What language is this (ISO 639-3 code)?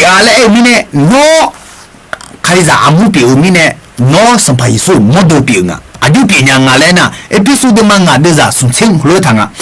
ahk